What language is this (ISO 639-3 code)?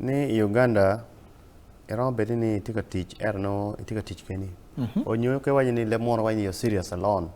ach